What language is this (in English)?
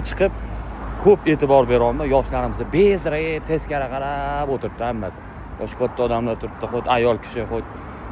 Uzbek